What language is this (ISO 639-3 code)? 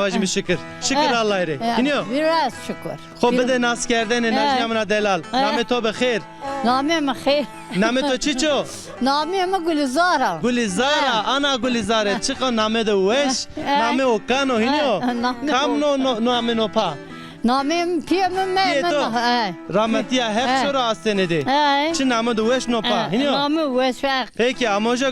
zza